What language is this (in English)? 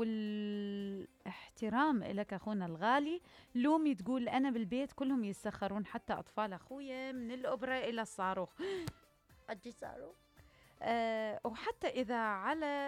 Mesopotamian Arabic